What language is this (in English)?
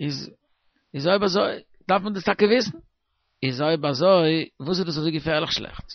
Yiddish